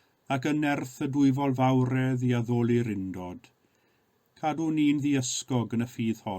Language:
Welsh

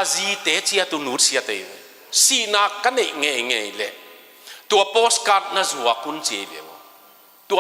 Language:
Tedim Chin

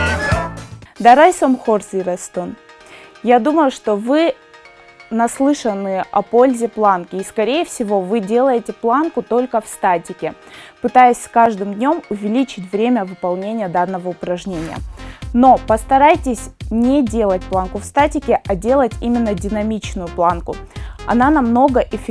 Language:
Ossetic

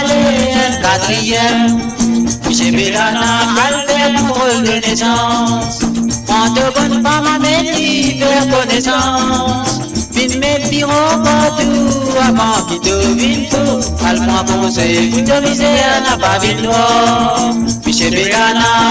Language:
Morisyen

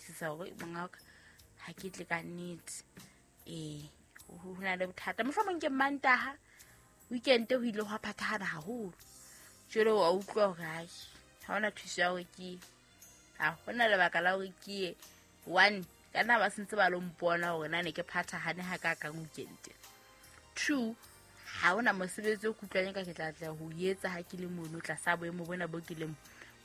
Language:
Southern Sotho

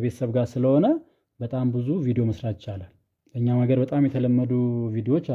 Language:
Amharic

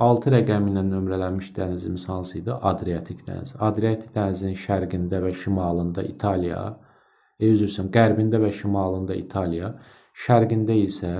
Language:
Azerbaijani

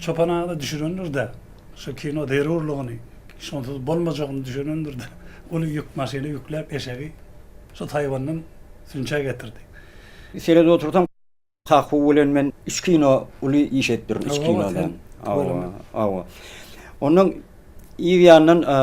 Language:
Turkmen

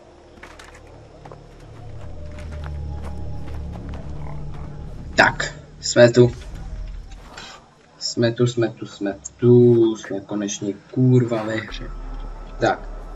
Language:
Czech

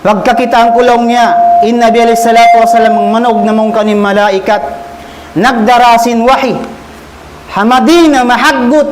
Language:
Tausug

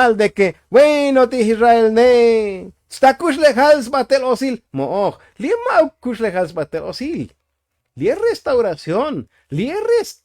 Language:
Tzotzil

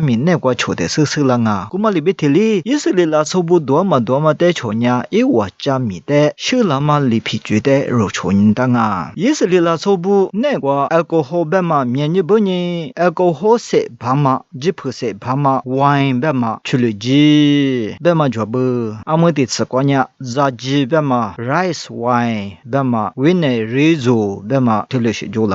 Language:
Lisu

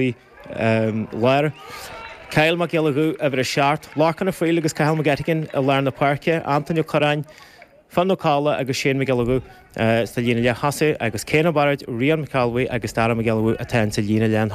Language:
Irish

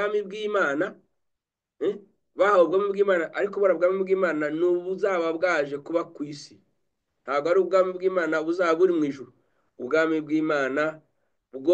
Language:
Kinyarwanda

